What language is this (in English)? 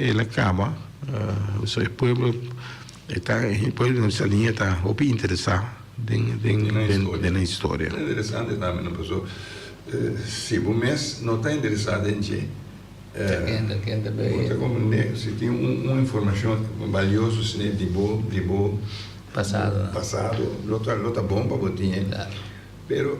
Papiamento